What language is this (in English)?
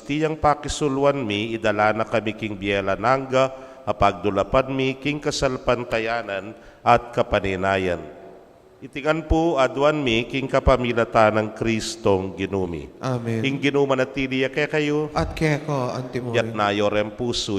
Pampanga